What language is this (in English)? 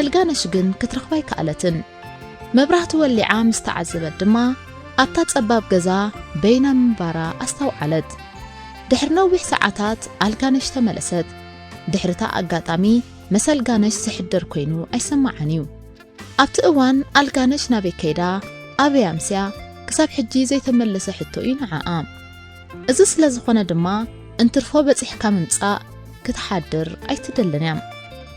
Tigrinya